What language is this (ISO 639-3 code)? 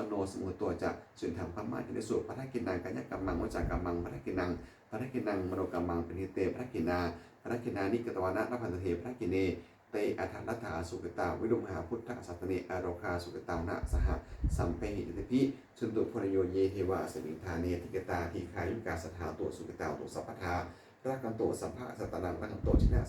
pli